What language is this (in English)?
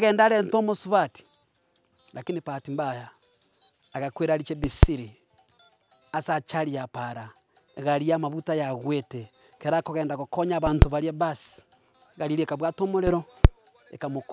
Gusii